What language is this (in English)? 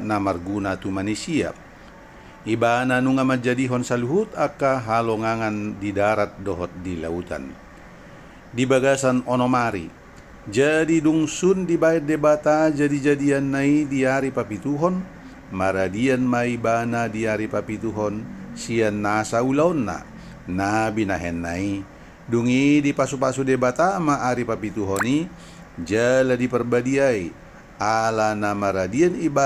Batak Toba